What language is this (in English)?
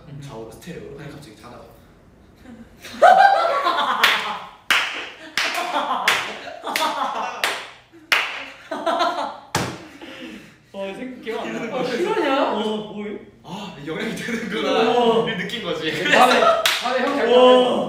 Korean